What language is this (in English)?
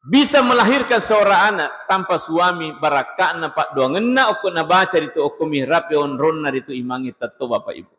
Buginese